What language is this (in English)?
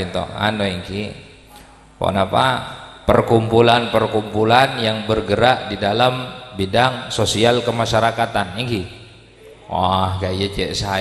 Madurese